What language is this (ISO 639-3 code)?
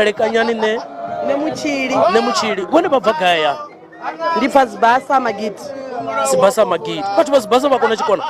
ven